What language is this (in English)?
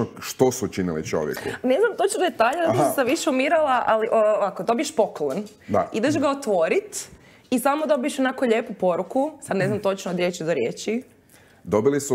Croatian